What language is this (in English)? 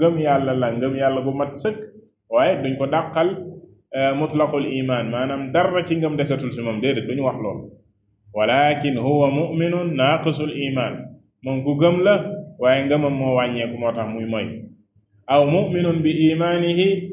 Wolof